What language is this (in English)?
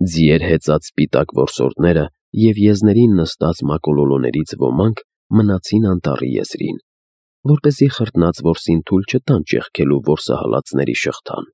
Armenian